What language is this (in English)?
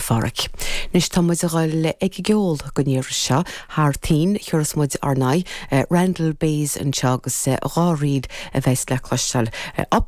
Irish